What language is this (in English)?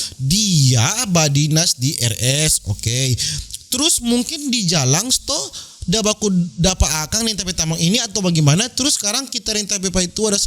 Manado Malay